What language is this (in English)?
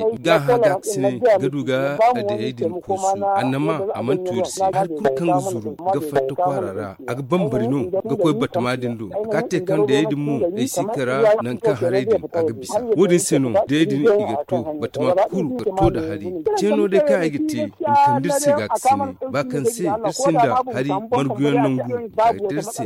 Zarma